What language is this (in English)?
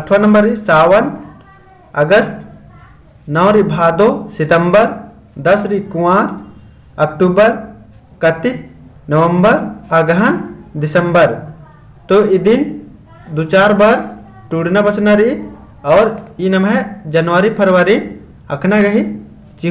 Kurukh